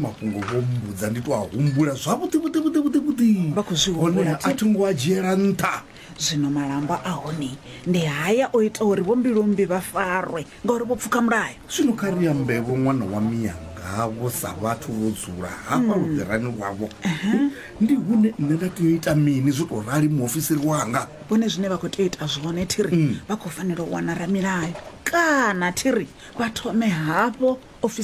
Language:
Venda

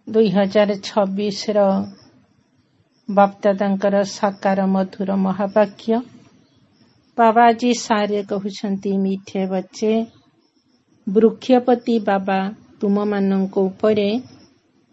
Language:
Odia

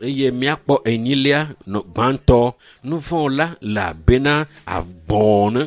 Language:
Ewe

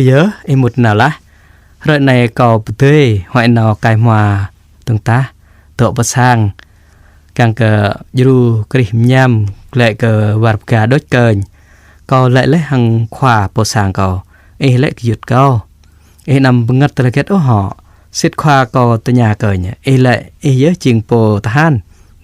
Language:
Jarai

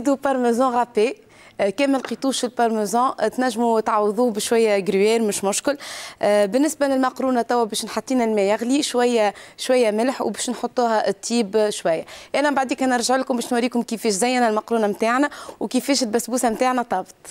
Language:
Tunisian Arabic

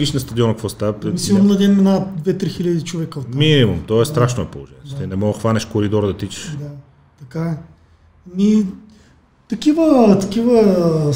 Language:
Bulgarian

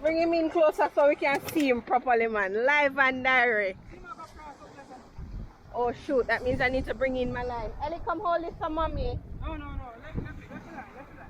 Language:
Jamaican Creole English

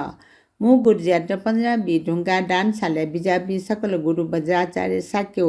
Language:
Newari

